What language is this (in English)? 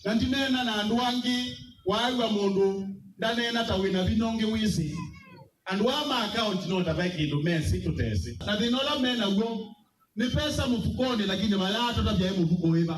Kamba